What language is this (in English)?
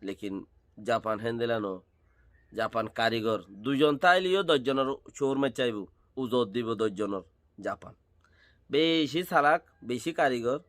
Rohingya